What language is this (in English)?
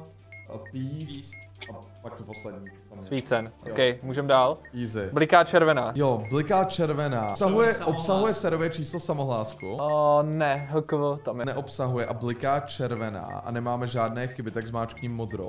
Czech